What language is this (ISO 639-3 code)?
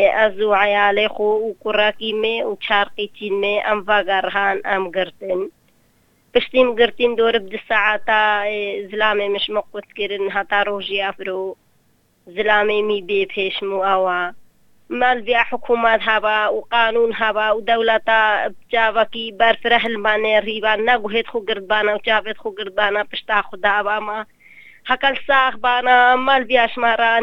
kur